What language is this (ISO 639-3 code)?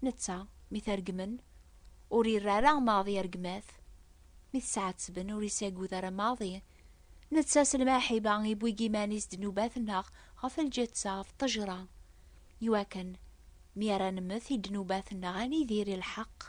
kab